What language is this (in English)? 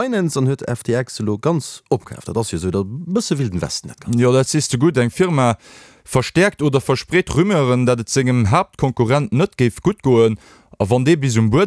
Luxembourgish